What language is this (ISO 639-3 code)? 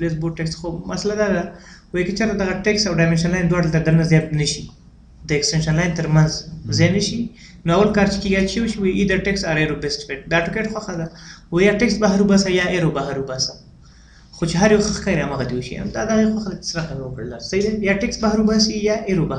pus